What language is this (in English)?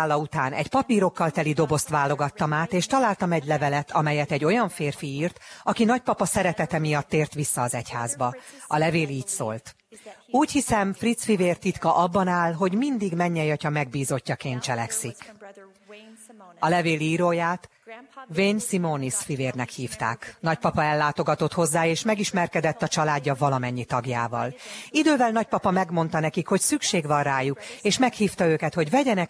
Hungarian